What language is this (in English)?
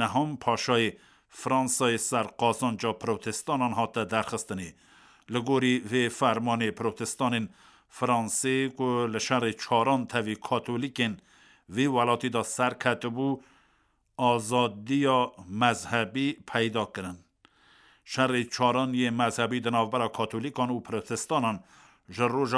Kurdish